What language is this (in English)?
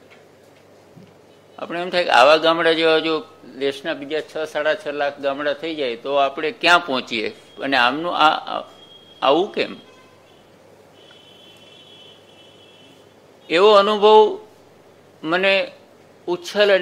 Gujarati